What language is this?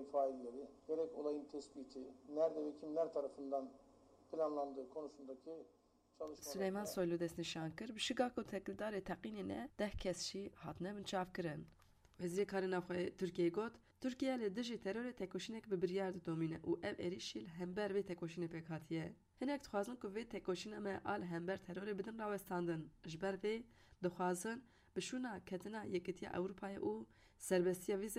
Kurdish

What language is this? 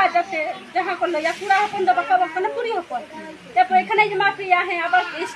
Santali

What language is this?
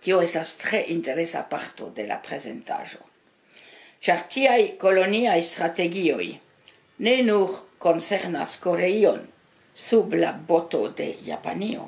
Esperanto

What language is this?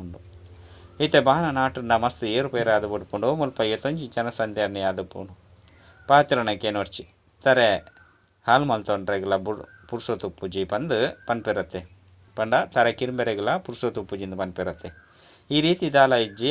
Tulu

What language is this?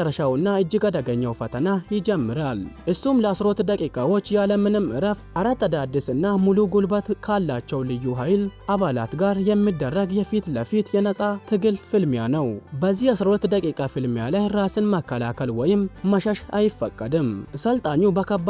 Amharic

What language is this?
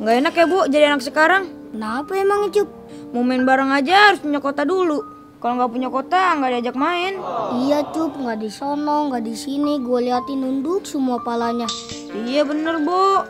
Betawi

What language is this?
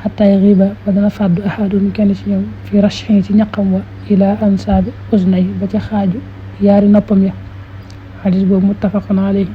Wolof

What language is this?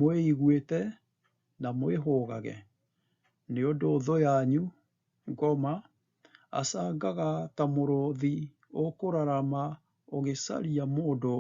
Kikuyu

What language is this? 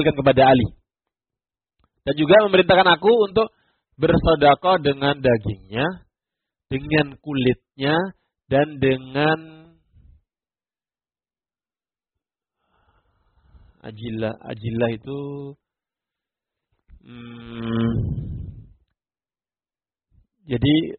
Indonesian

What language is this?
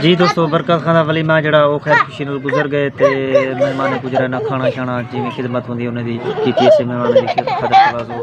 Saraiki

